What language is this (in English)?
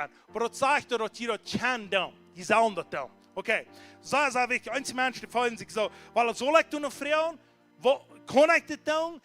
Plautdietsch